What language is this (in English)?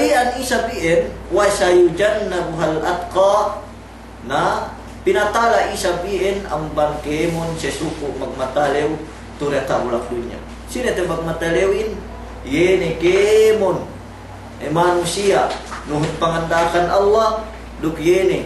Yakan